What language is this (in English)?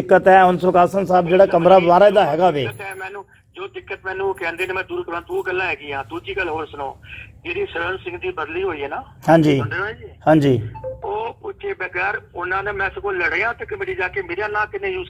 Punjabi